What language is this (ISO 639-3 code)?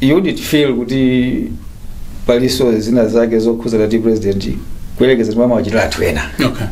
nya